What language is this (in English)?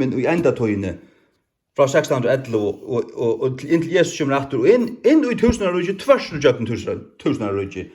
Faroese